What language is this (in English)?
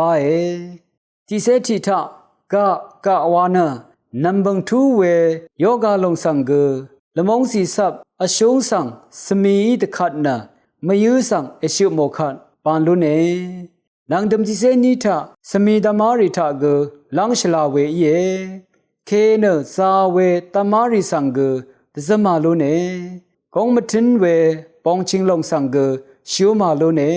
Rawang